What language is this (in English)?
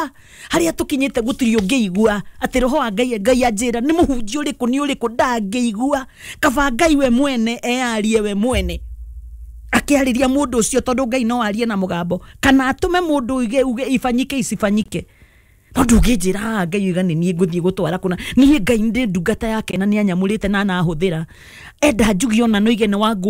Kikuyu